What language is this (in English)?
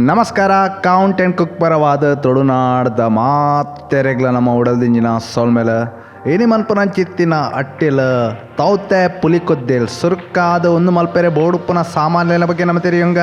Tulu